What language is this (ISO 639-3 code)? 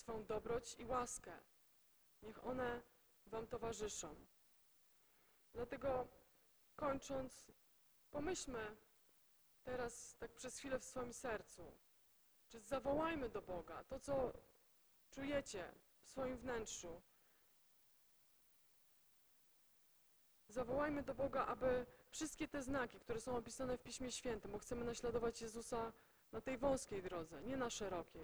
pol